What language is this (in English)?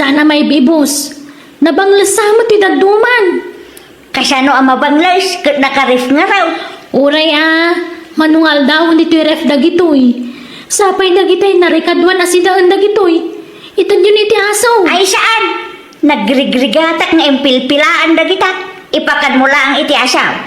Iloko